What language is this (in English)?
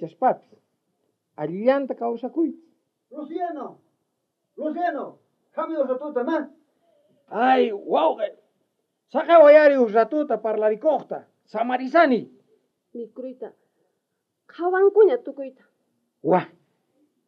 South Bolivian Quechua